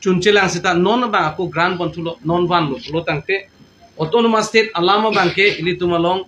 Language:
Karbi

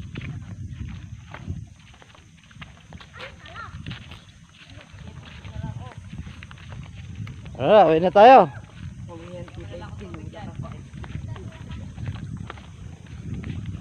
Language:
Filipino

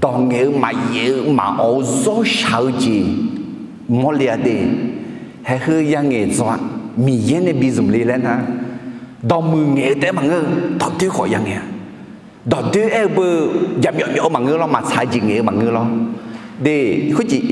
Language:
Akha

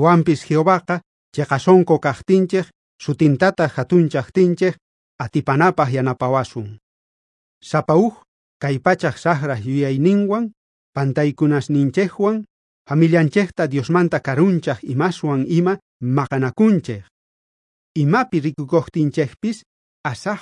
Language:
South Bolivian Quechua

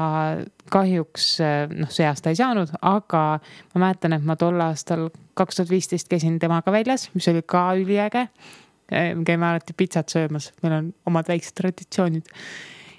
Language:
Estonian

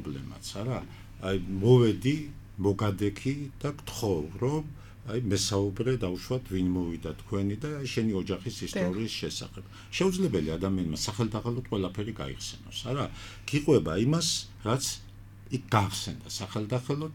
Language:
Georgian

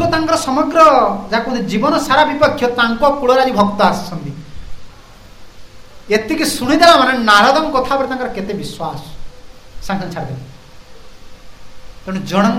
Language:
Odia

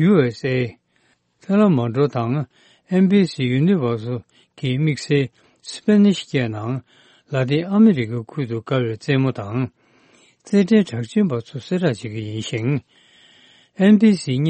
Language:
Tibetan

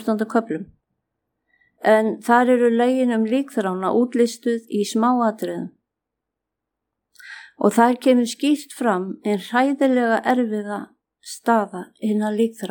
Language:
Icelandic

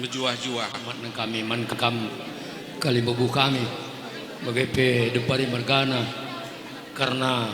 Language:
Batak Karo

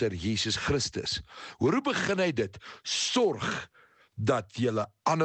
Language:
Afrikaans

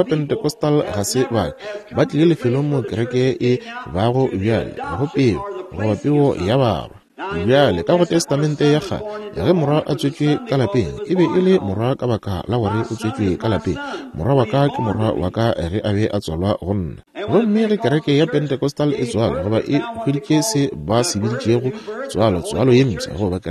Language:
Northern Sotho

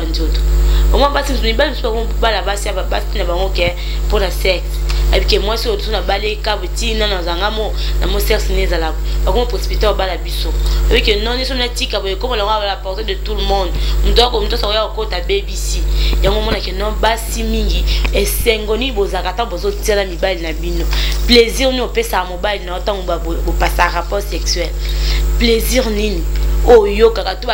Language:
Lingala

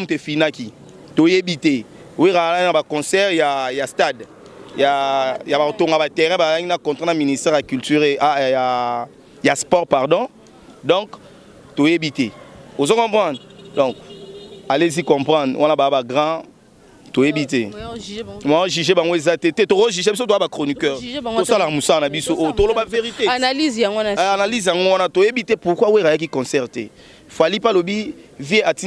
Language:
Lingala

